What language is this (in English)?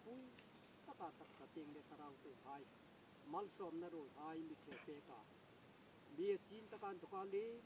Hmar